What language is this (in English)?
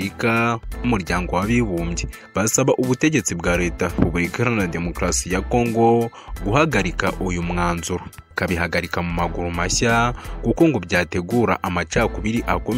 Kinyarwanda